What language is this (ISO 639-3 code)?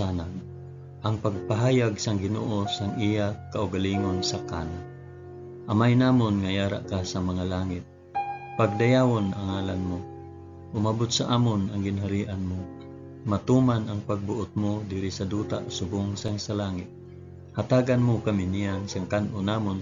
hil